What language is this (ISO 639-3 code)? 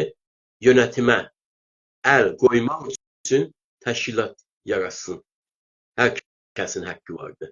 azb